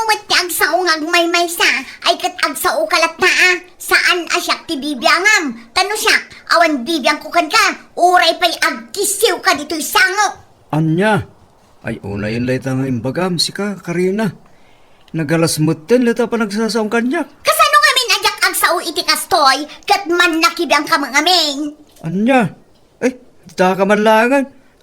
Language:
Iloko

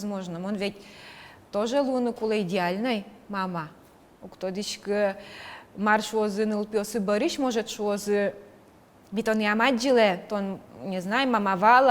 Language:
Udmurt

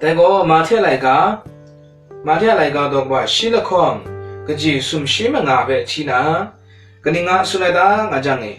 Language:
Kachin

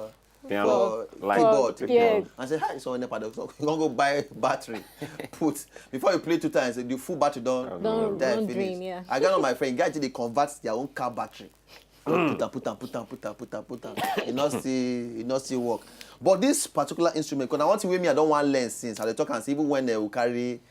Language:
Nigerian Pidgin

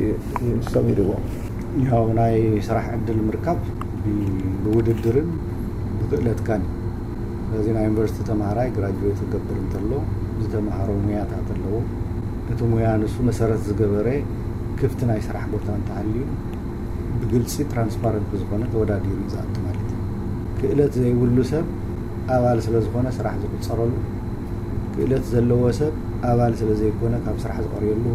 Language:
Tigrinya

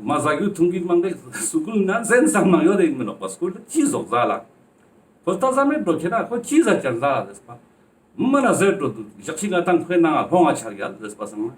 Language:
Ladakhi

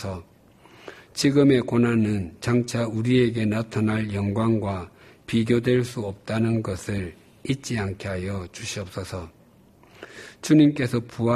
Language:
Korean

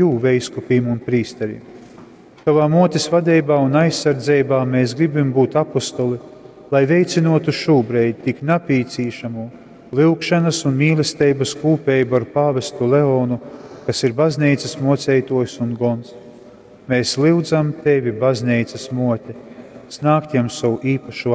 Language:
Latgalian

